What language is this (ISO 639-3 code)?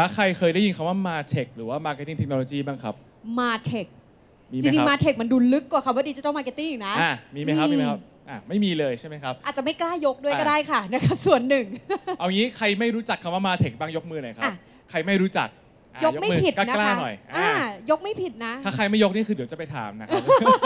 tha